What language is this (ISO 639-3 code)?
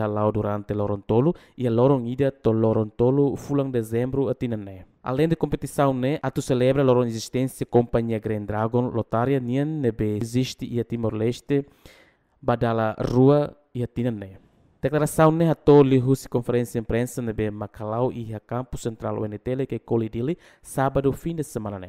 tet